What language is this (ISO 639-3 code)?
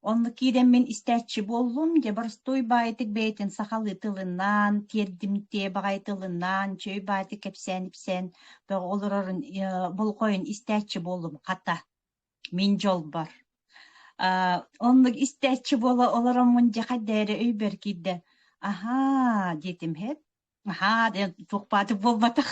sah